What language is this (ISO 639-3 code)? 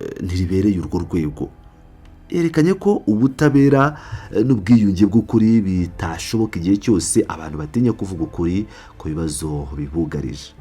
kin